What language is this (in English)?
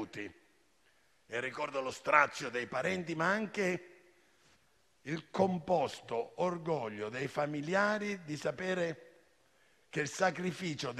Italian